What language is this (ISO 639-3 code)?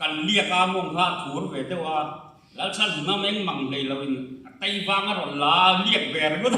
lus